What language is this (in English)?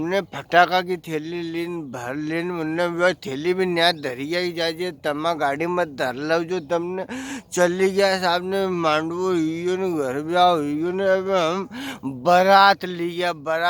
Rajasthani